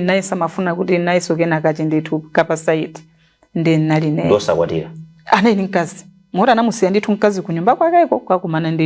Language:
Nyanja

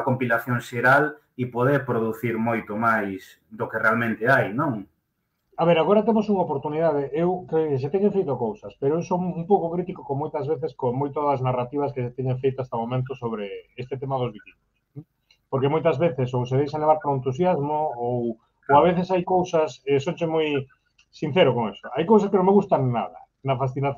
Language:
Galician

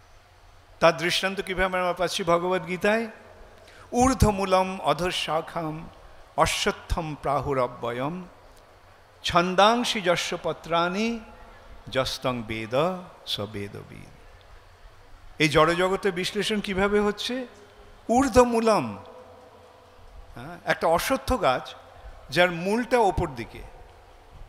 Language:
Bangla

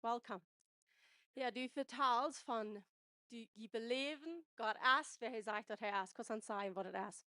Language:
Plautdietsch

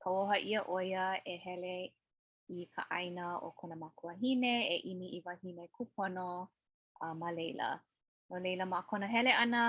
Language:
Hawaiian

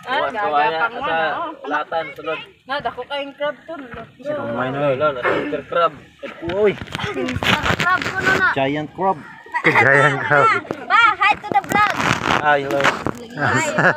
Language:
Cebuano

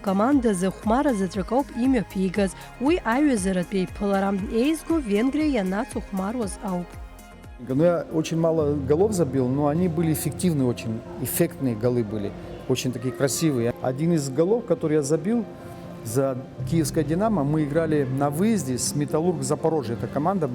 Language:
Abkhazian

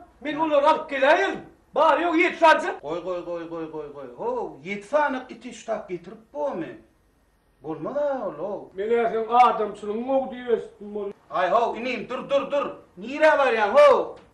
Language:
Turkmen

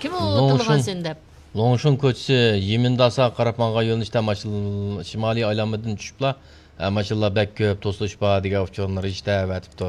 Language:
Uyghur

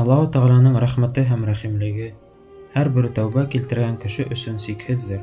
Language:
Bashkir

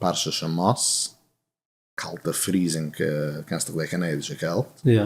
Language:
Yiddish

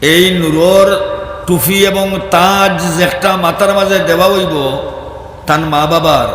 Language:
Sylheti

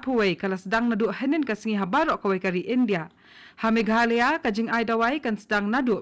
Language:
Khasi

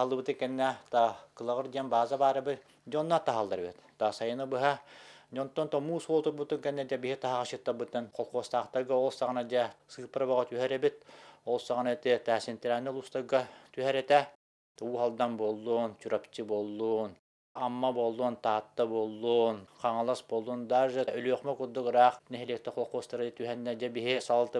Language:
Yakut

